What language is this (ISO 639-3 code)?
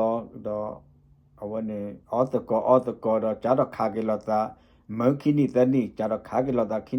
ksw